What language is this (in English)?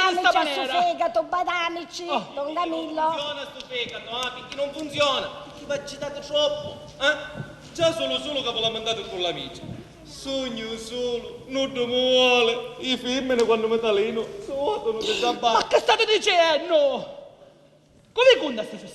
Sicilian